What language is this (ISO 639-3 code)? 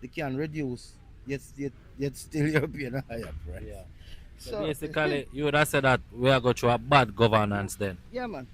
jam